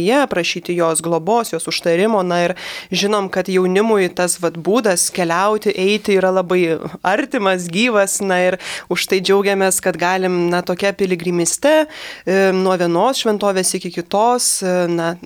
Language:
Lithuanian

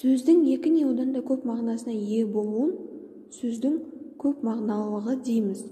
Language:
Kazakh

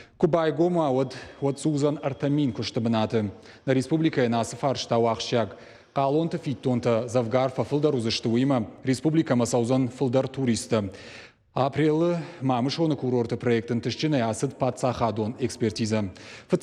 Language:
Ossetic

